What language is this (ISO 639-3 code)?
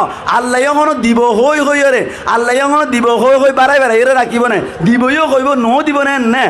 rhg